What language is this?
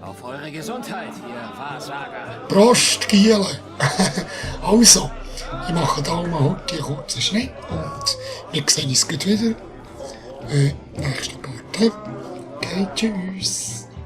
Swiss German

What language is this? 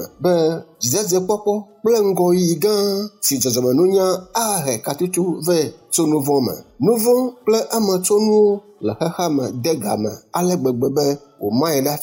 Ewe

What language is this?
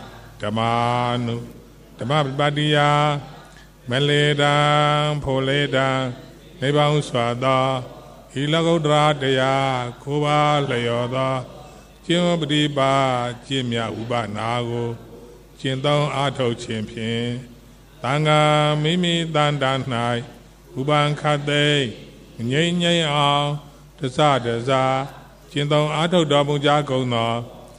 Burmese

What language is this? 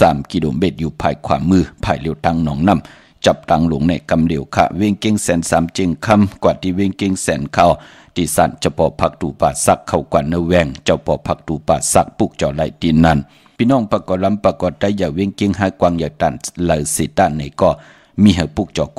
Shan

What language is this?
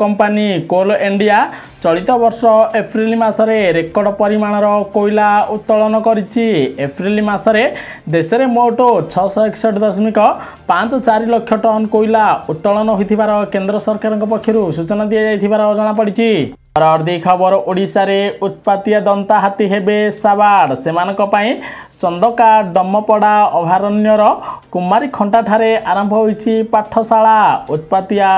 Odia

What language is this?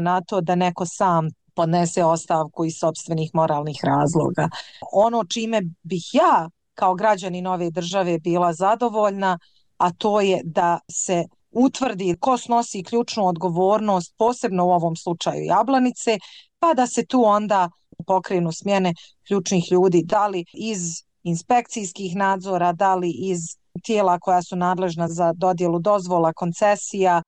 Bosnian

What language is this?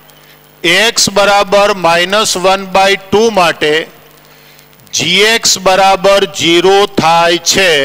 Gujarati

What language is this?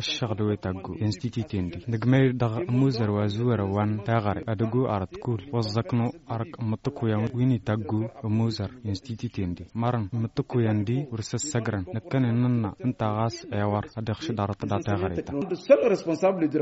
Tamasheq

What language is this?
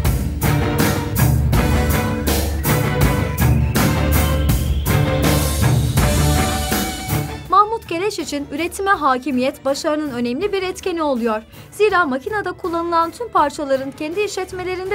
Turkish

